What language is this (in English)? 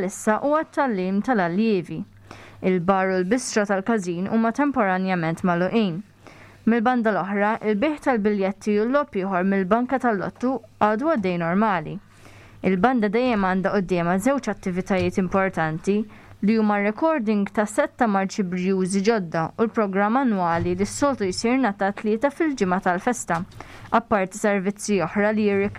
Maltese